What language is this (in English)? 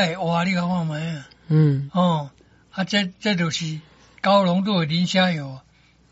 Min Nan Chinese